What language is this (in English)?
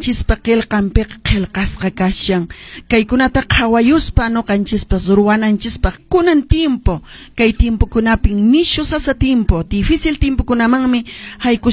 Quechua